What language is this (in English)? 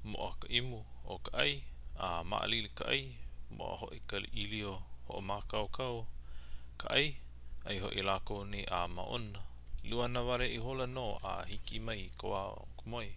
Hawaiian